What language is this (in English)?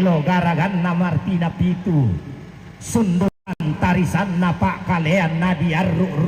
Toraja-Sa'dan